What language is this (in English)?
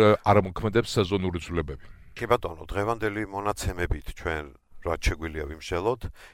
Georgian